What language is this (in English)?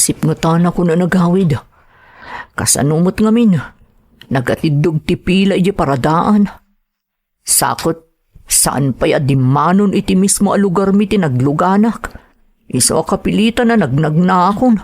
Iloko